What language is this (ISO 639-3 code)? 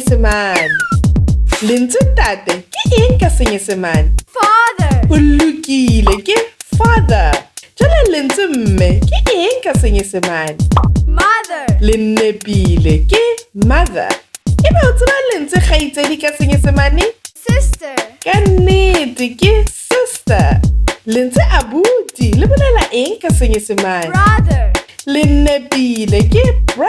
sot